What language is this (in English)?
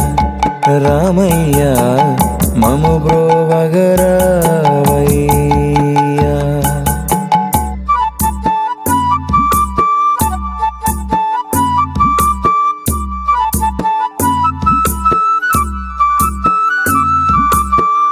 Telugu